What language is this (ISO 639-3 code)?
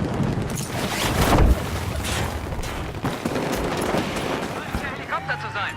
gsw